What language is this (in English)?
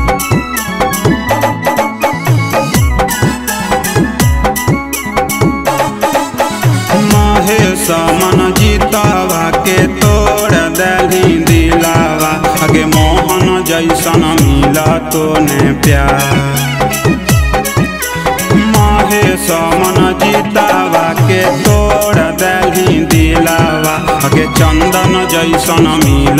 Magahi